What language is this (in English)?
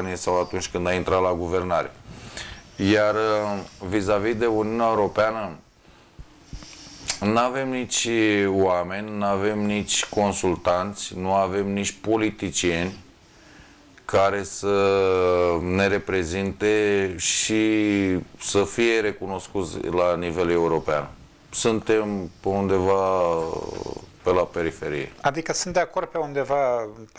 Romanian